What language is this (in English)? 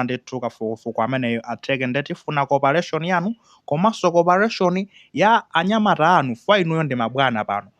Nyanja